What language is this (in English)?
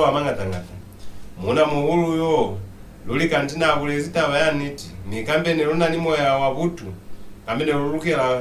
Lozi